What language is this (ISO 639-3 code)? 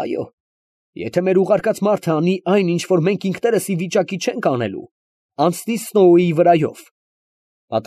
hye